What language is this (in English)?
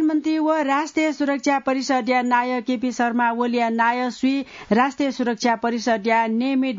Newari